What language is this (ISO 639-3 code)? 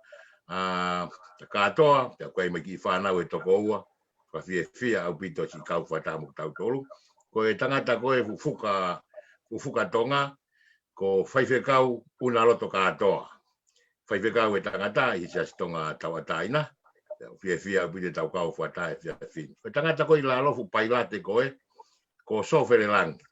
ton